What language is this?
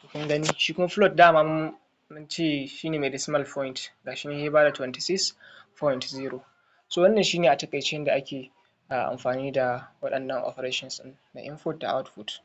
Hausa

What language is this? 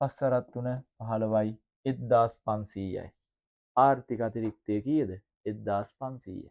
Sinhala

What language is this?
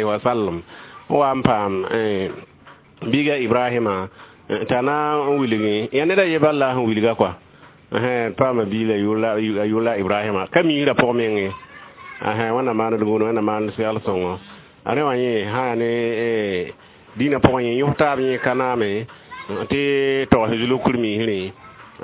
Mossi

